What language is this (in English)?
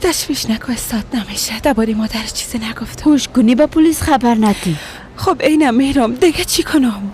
Persian